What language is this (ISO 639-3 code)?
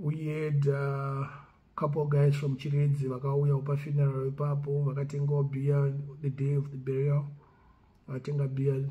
sna